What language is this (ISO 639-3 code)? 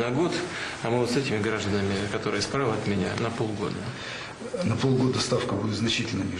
rus